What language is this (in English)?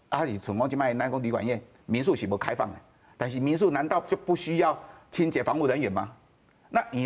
Min Nan Chinese